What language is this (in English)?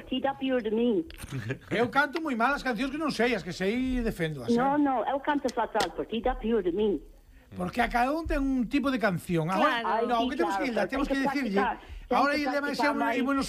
Galician